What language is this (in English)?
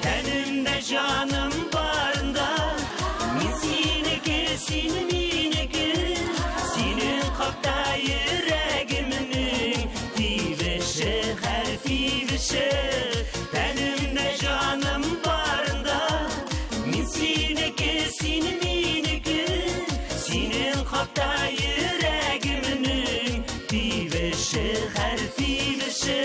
Tatar